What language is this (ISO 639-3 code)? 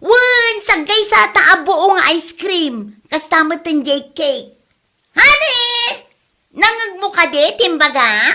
ilo